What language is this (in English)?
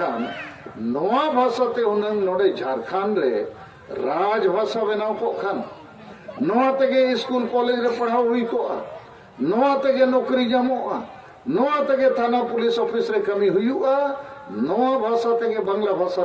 Santali